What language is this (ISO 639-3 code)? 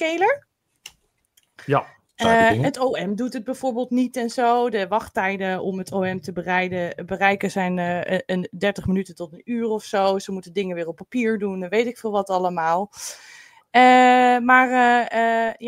nld